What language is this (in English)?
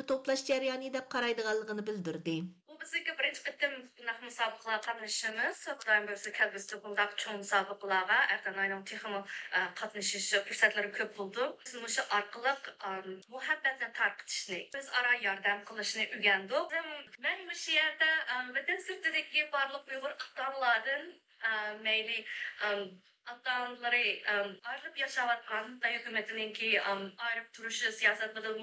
Uyghur